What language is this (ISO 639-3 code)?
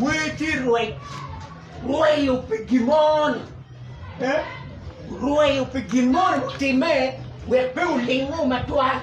ach